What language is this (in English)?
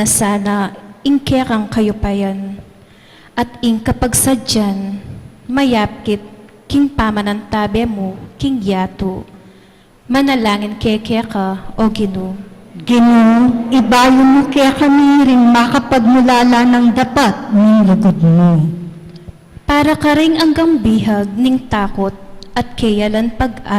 Pampanga